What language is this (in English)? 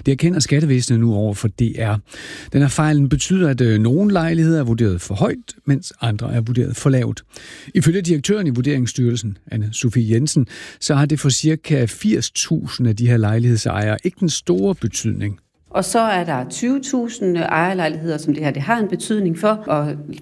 Danish